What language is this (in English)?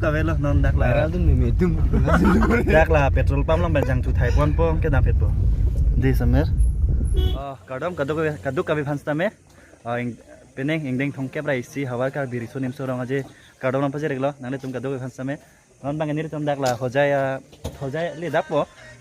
Karbi